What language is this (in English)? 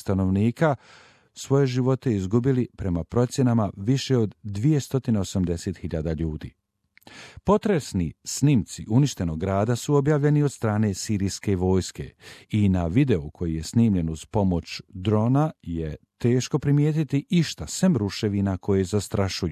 Croatian